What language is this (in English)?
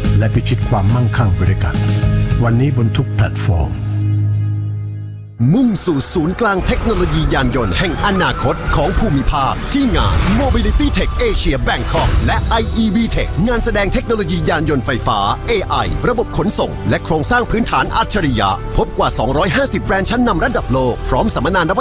Thai